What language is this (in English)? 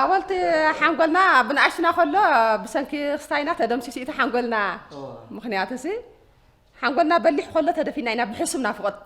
Tigrinya